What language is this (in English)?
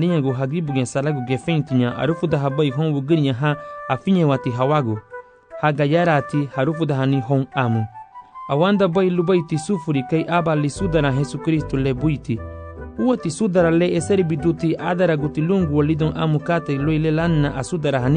Garifuna